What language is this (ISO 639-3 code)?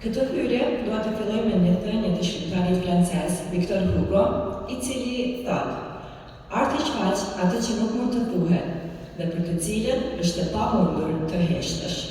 sqi